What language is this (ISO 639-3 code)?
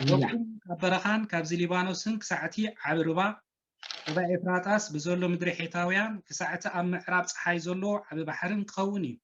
tir